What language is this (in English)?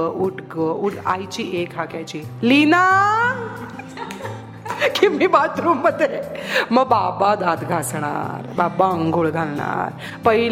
Marathi